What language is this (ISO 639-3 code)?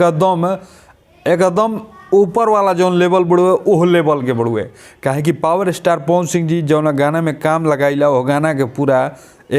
bho